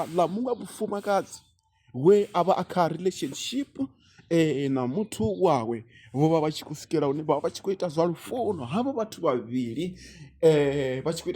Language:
Venda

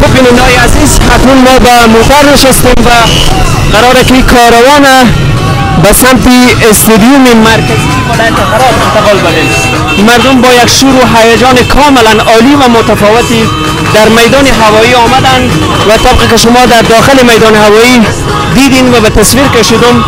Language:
Persian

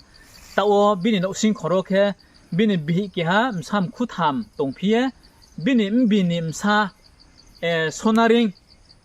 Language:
Riang (India)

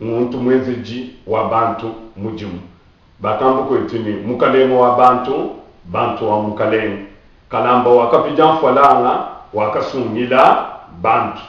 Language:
Luba-Lulua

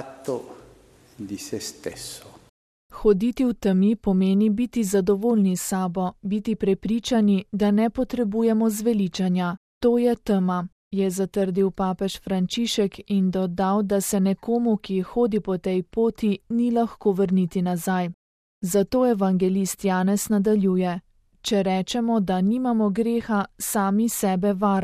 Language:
Slovenian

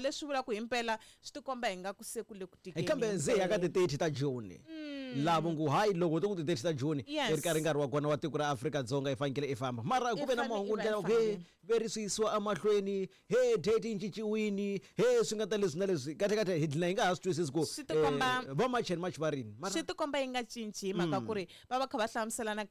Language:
Tsonga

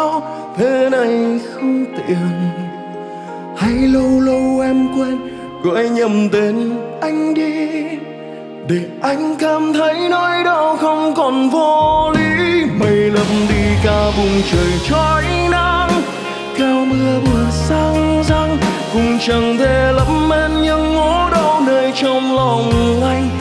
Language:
Vietnamese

